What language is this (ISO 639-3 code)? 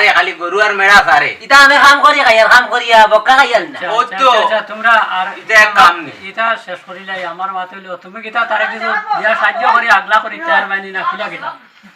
syl